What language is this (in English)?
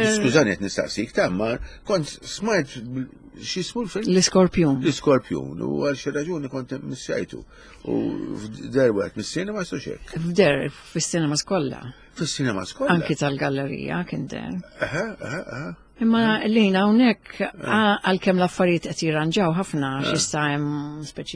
Maltese